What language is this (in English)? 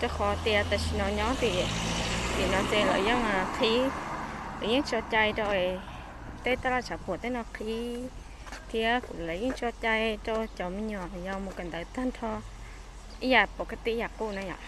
Hmong